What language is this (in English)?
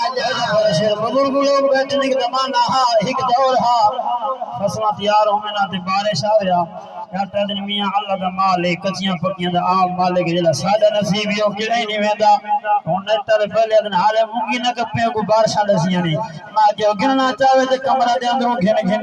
Saraiki